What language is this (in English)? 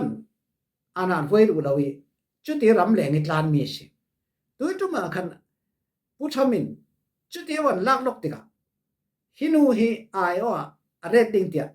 Falam Chin